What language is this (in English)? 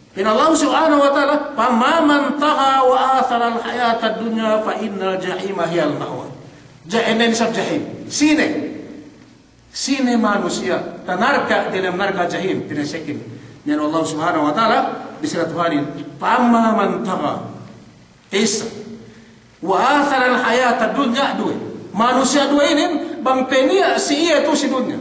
Yakan